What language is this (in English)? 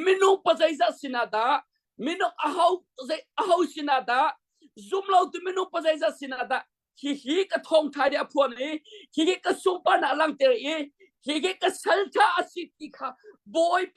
Hakha Chin